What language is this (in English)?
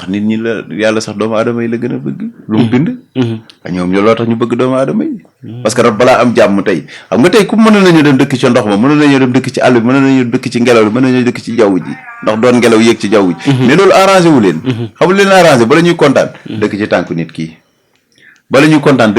Wolof